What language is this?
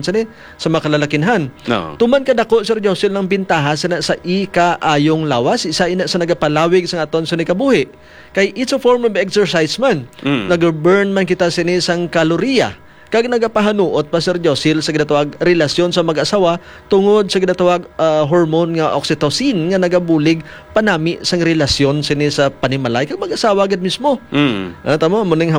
Hiligaynon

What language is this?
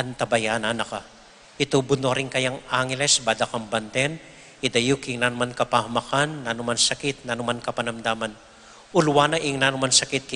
Pampanga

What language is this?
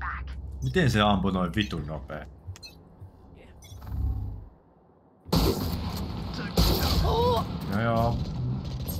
Finnish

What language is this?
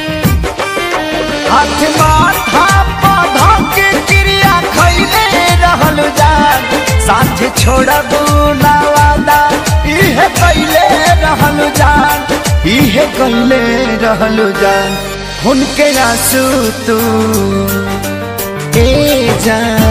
Bhojpuri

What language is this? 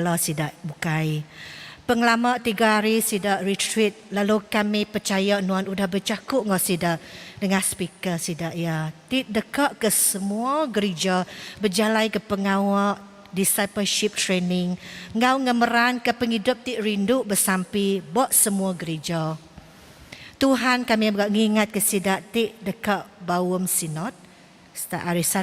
Iban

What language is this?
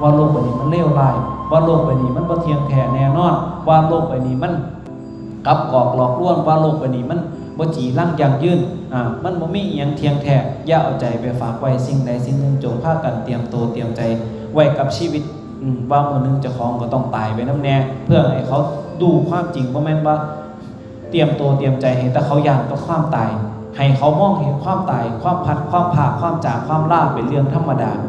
Northeastern Thai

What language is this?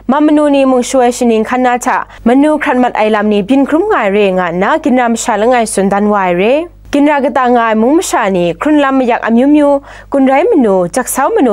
Kachin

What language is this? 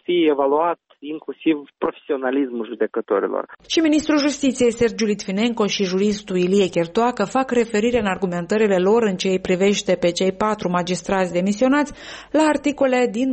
Romanian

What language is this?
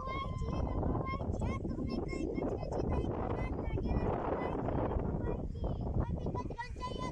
Quechua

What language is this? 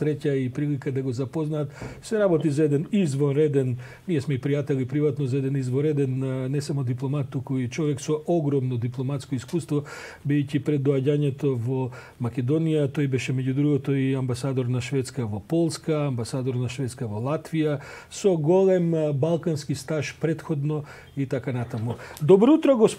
Macedonian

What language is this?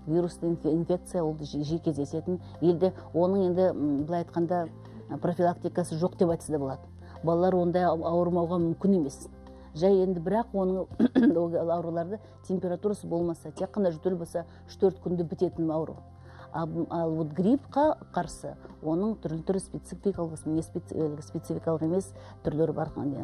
Kazakh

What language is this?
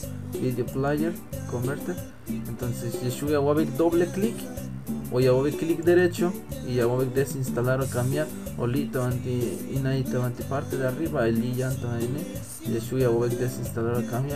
Tzeltal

